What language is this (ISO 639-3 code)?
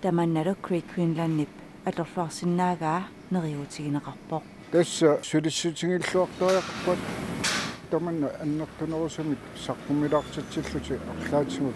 kal